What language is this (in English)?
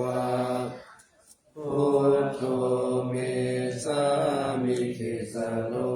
Pali